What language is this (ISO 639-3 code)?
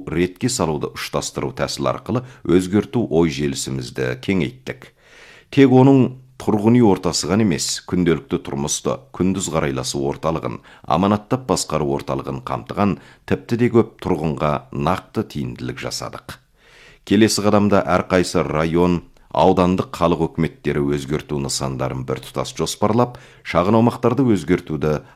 kaz